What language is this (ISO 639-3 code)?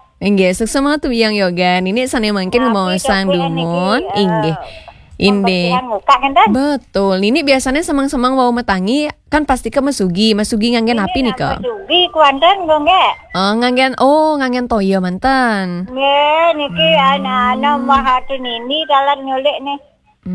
ban